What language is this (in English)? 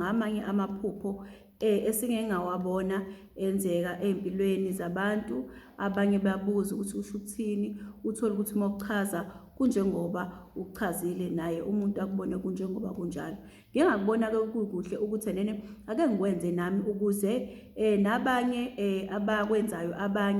Zulu